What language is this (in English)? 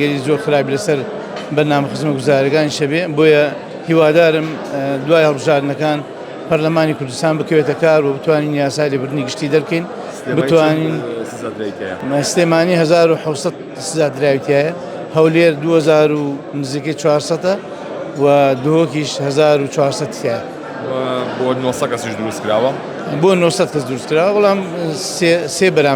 Central Kurdish